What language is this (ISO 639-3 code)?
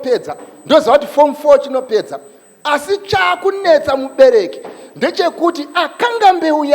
sna